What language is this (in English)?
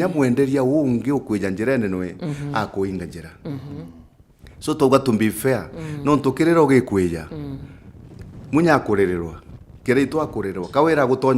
Meru